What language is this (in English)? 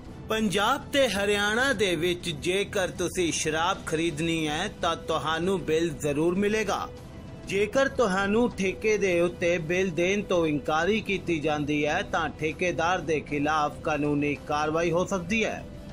Punjabi